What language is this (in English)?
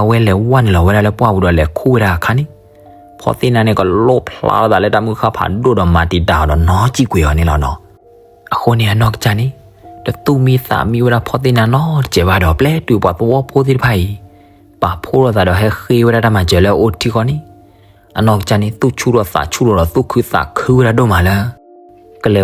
S'gaw Karen